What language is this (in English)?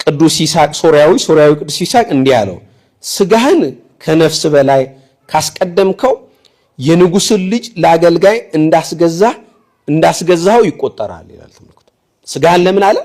Amharic